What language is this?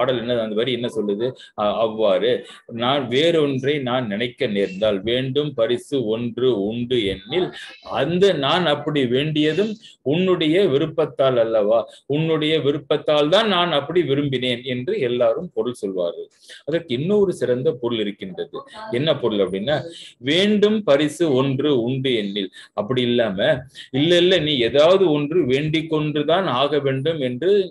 Tamil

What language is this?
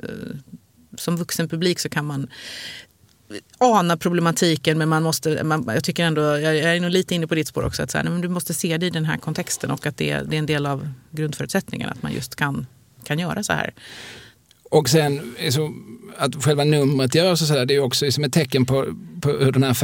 Swedish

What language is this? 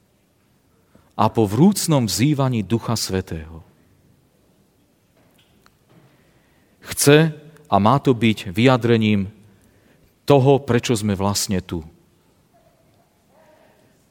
Slovak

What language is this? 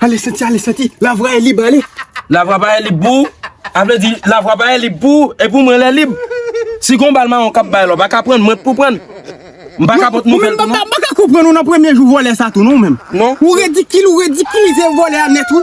Haitian Creole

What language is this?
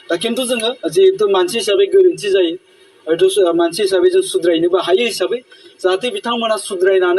Bodo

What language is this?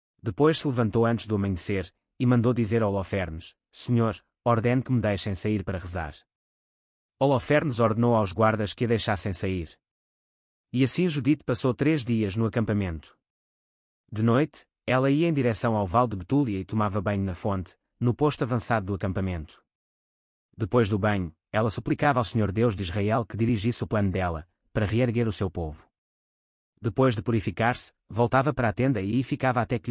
Portuguese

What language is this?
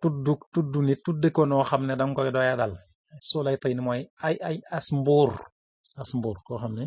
Wolof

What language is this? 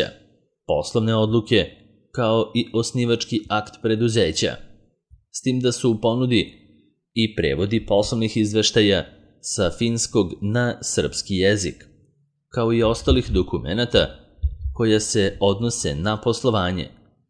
Serbian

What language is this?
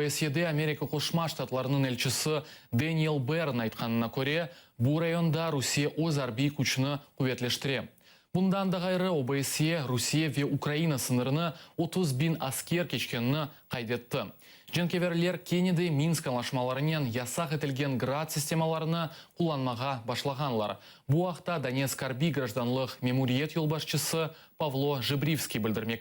Crimean Tatar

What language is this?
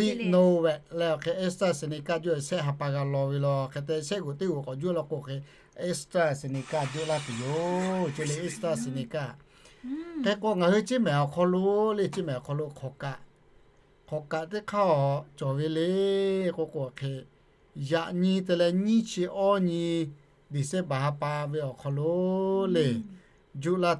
Lahu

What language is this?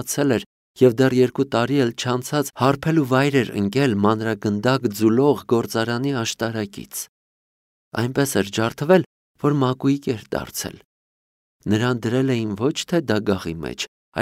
Armenian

